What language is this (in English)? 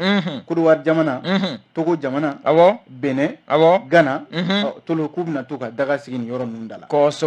Bambara